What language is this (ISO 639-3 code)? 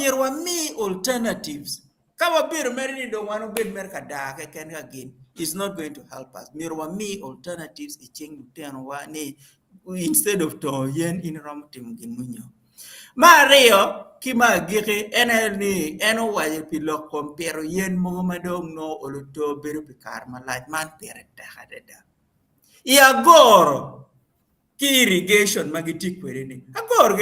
ach